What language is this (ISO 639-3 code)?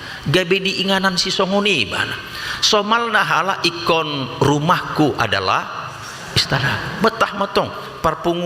bbc